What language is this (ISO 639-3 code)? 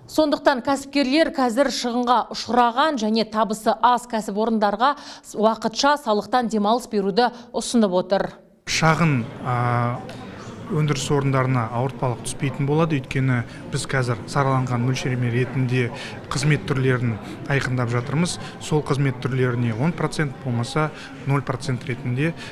kaz